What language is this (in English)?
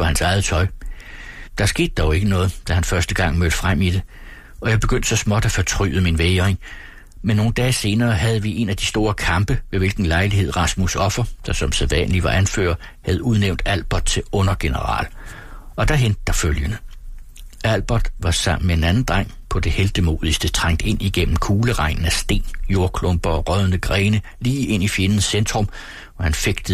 Danish